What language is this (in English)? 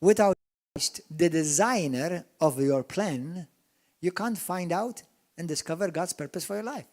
English